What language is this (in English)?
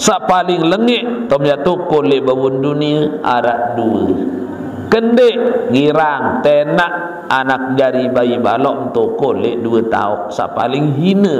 Sasak